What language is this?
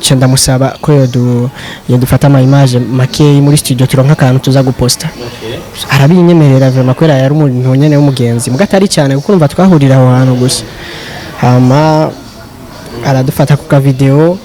Rundi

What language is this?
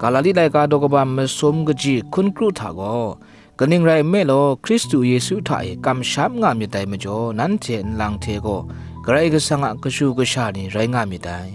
Kachin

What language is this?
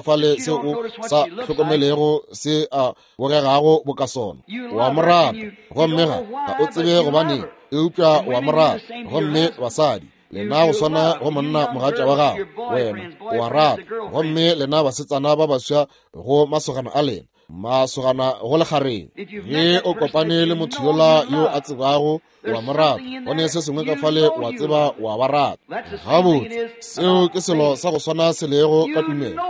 Northern Sotho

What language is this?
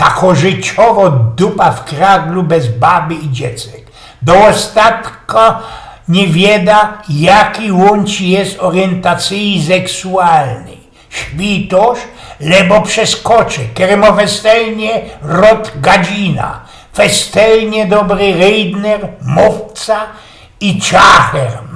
Silesian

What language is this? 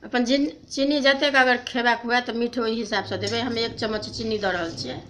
Maithili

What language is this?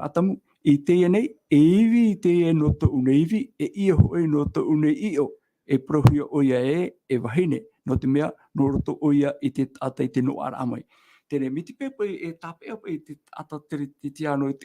Tahitian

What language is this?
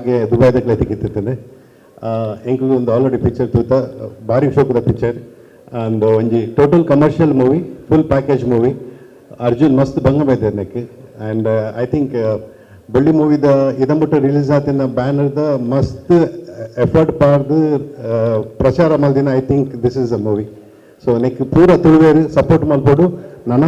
Tulu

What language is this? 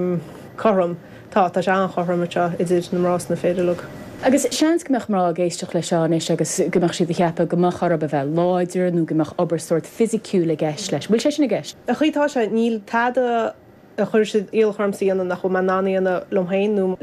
Irish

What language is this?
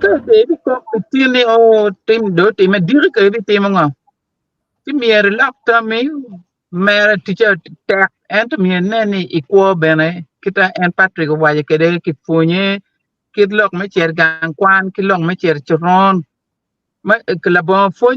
Acoli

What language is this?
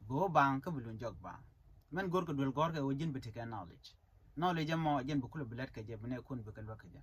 Nuer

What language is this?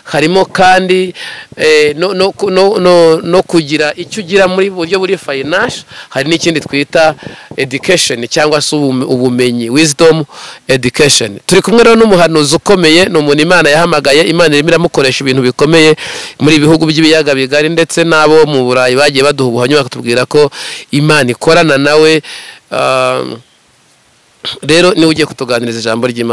Kinyarwanda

